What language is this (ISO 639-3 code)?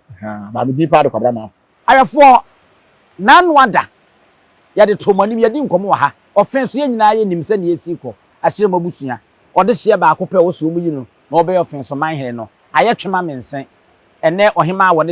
aka